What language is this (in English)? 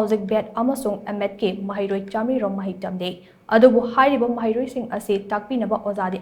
Manipuri